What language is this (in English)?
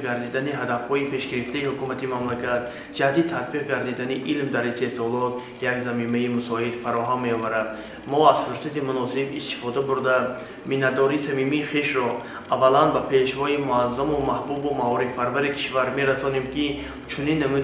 Tajik